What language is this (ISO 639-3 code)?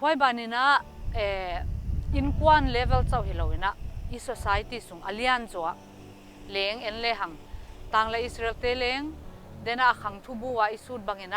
pck